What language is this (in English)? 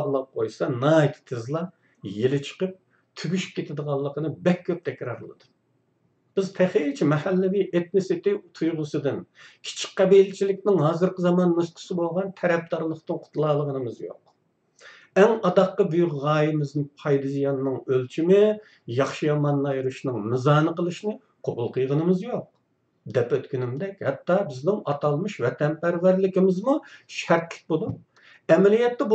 Uyghur